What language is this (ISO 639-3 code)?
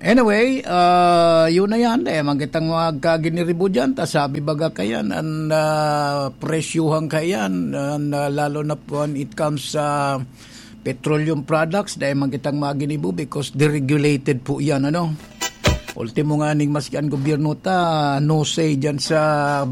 bik